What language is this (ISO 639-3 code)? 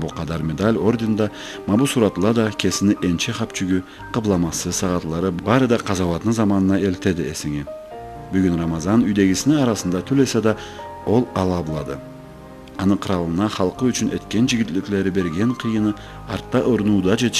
krc